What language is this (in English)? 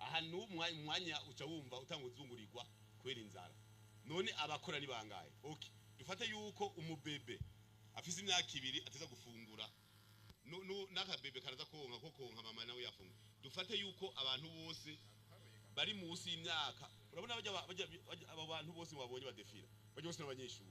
Rundi